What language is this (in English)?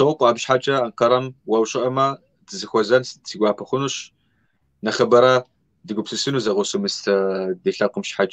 Kabardian